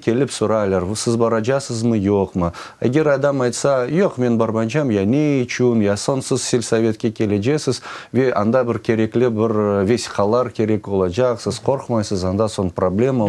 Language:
Crimean Tatar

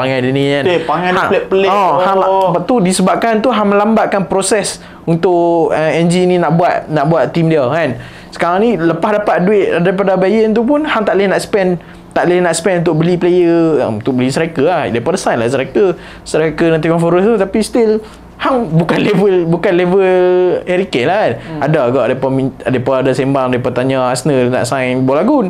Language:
Malay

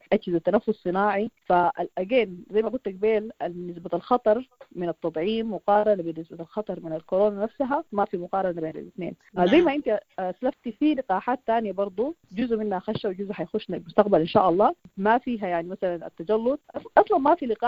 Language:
Sudanese Arabic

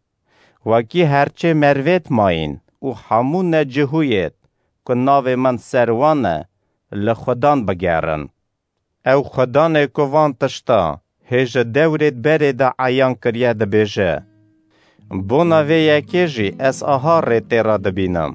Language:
Kurdish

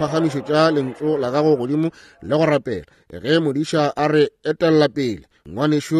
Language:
Northern Sotho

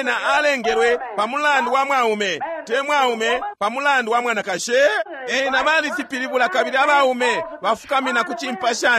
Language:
Bemba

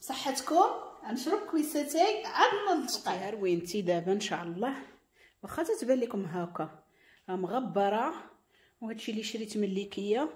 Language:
Moroccan Arabic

